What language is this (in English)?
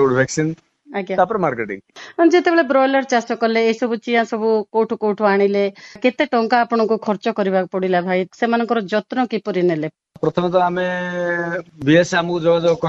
Odia